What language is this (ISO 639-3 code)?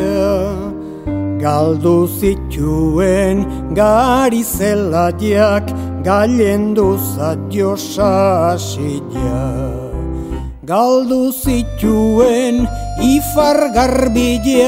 eus